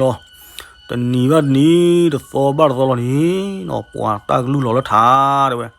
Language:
S'gaw Karen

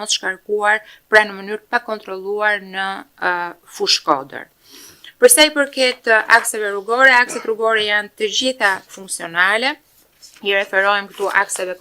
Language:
Albanian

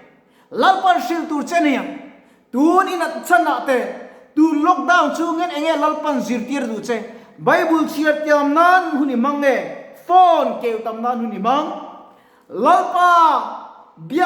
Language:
Mizo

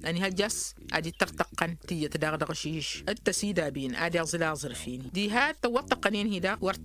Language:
Tamasheq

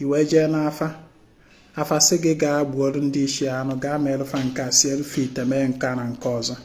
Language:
Igbo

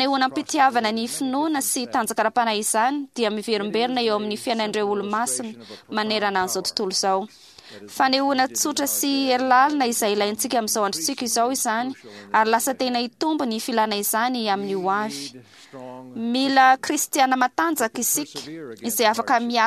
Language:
Malagasy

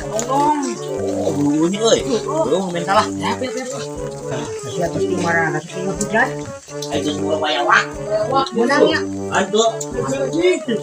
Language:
Sundanese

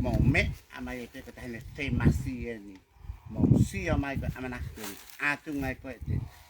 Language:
Tongan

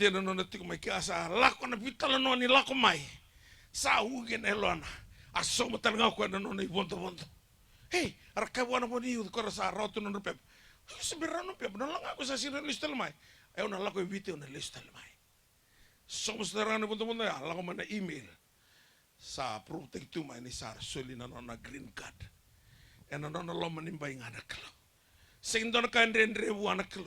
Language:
Fijian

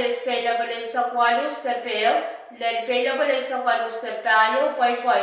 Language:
Pohnpeian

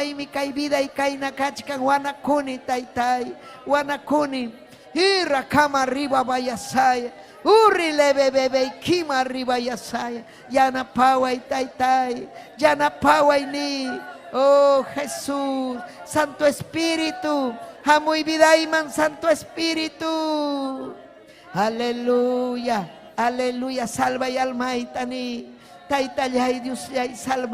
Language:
Ayacucho Quechua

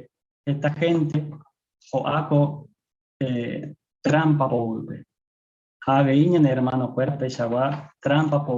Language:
Guarani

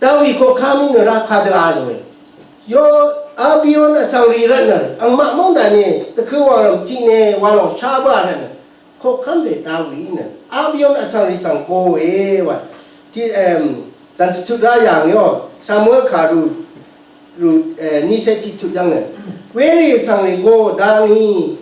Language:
Rawang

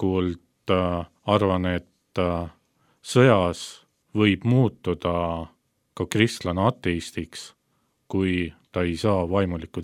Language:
Estonian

